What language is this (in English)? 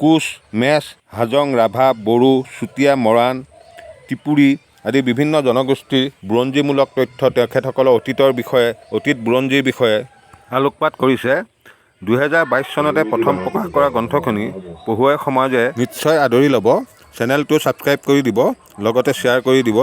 Assamese